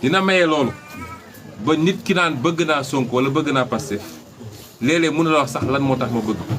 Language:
Wolof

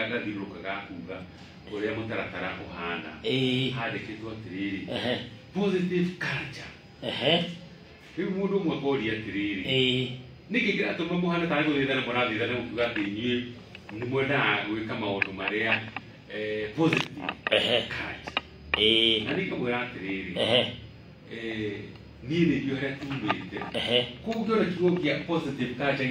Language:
Kikuyu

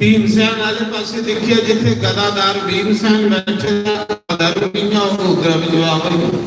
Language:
Dogri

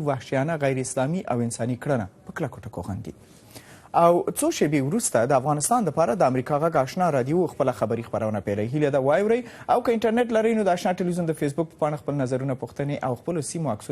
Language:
Pashto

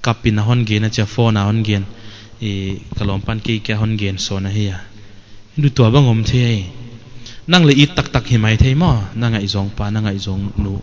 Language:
Paite Chin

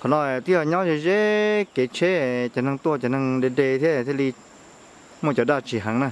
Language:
Hmong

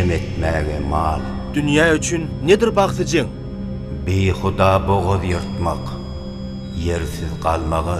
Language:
Turkmen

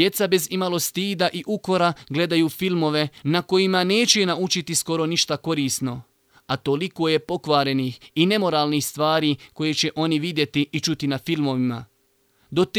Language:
Bosnian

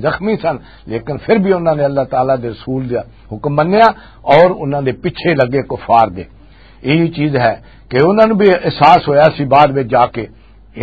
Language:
Western Panjabi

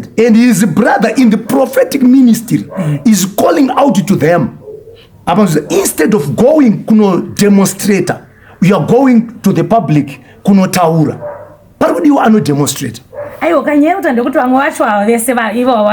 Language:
Shona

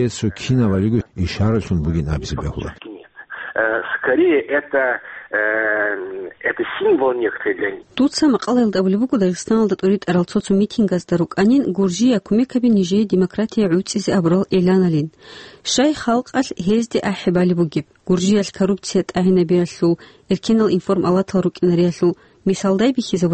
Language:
Avaric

